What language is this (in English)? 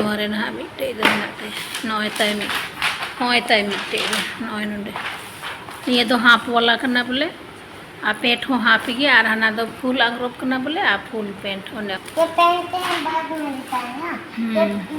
Santali